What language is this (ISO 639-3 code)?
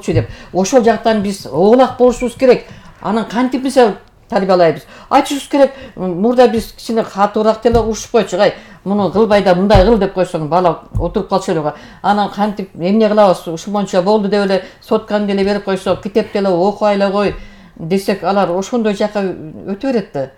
kir